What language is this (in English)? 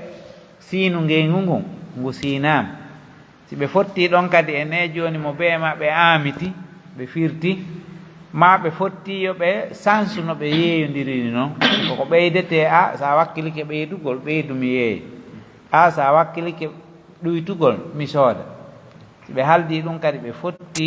Pular